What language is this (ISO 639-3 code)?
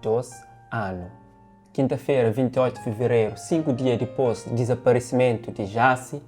kea